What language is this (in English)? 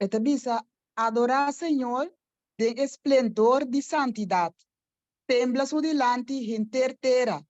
Papiamento